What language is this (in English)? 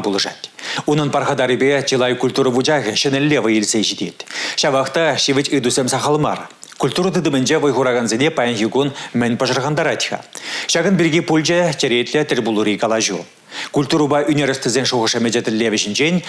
Chuvash